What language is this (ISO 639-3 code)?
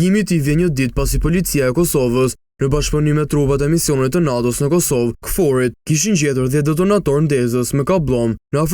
sqi